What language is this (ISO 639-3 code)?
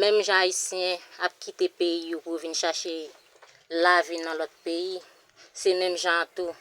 hat